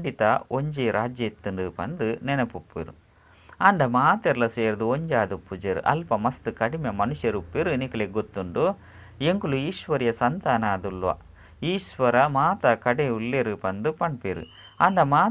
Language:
Tulu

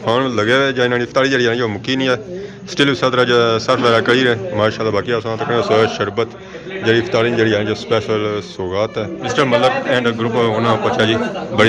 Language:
Pahari-Potwari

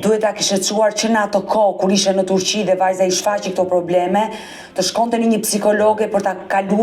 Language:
Albanian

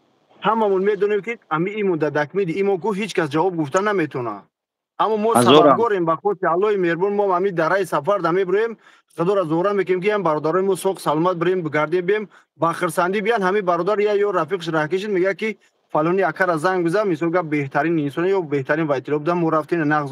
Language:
Tajik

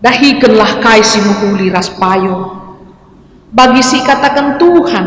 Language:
Batak Karo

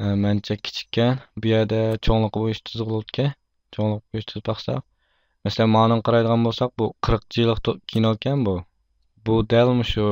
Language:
Uyghur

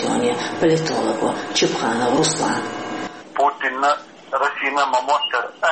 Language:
Chechen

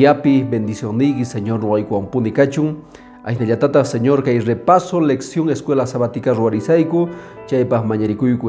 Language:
Quechua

